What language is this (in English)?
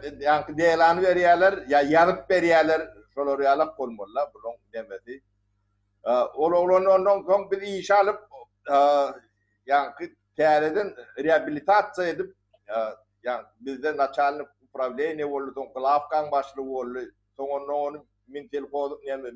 Turkmen